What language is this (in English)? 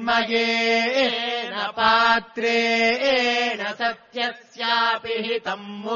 Sanskrit